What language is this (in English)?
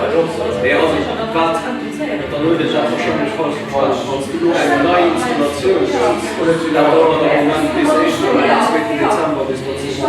Luxembourgish